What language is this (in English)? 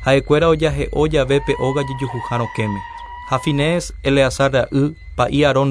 Guarani